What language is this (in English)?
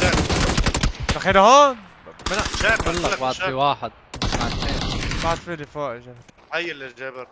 North Levantine Arabic